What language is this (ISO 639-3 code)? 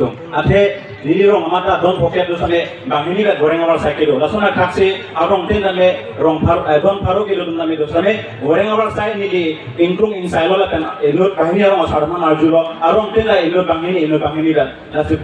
mjw